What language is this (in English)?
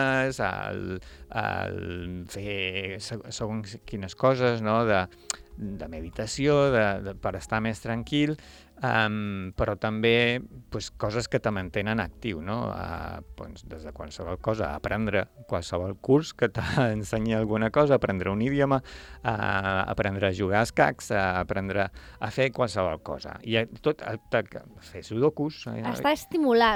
Catalan